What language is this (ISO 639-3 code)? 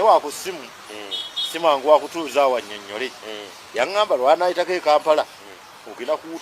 lug